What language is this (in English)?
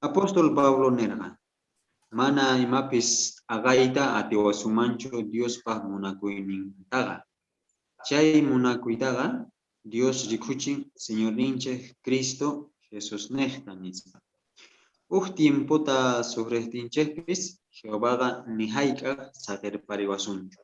South Bolivian Quechua